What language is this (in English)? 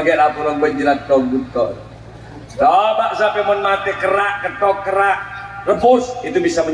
Madurese